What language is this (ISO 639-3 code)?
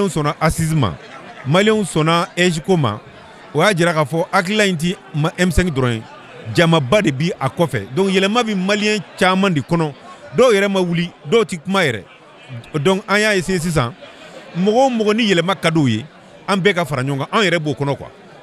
bam